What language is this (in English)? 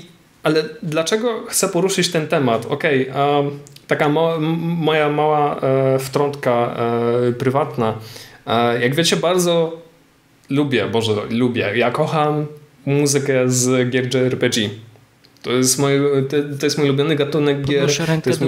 Polish